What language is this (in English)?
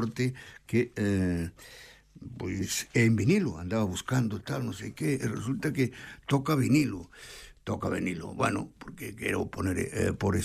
Galician